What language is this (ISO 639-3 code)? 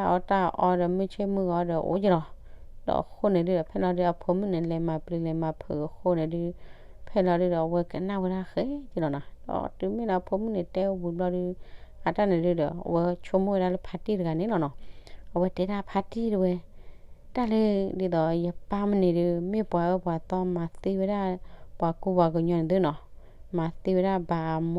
ksw